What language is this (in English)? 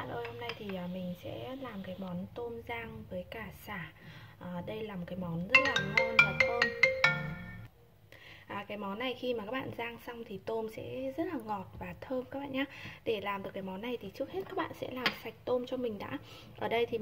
Vietnamese